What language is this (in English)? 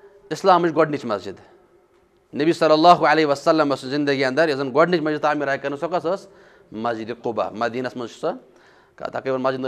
Kashmiri